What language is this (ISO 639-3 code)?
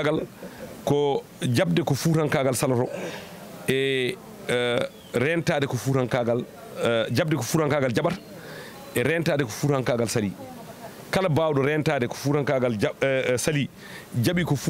ful